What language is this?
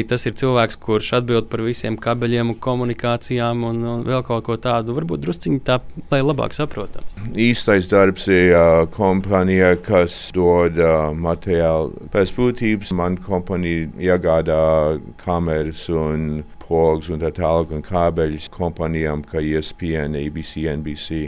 Latvian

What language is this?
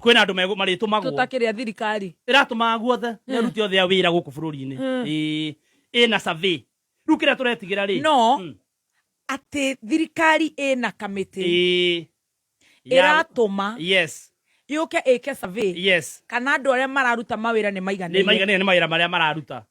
Kikuyu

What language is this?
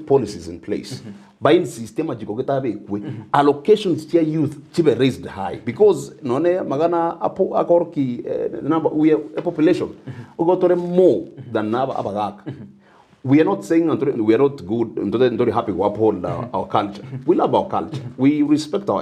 Gusii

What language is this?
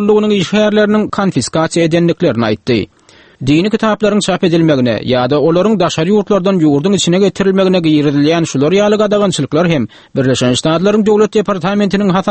Turkmen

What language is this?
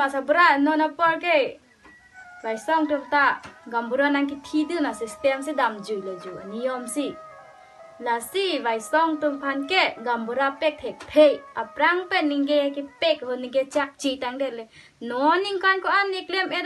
Karbi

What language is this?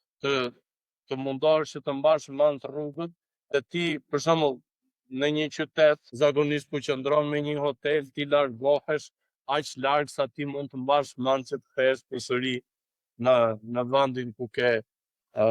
Albanian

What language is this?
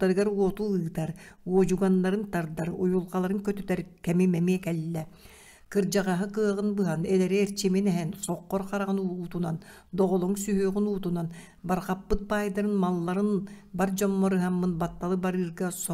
Yakut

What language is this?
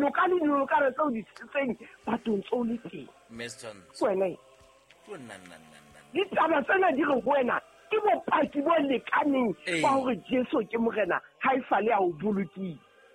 Southern Sotho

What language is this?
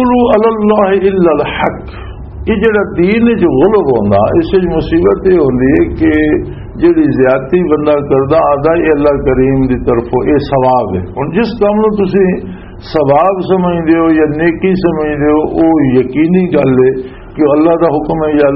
Western Panjabi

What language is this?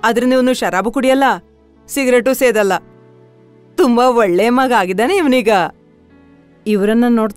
Kannada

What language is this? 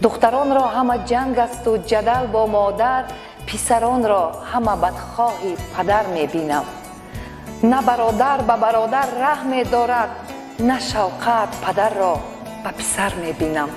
Tajik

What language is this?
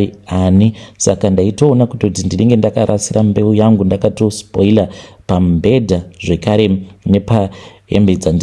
Shona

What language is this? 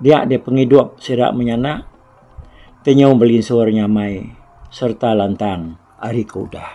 Iban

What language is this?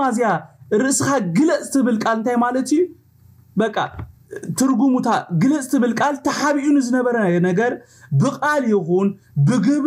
Tigrinya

